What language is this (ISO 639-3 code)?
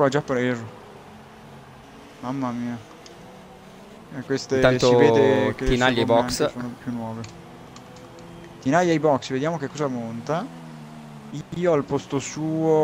ita